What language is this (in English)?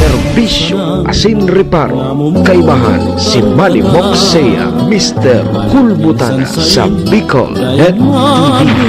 Bikol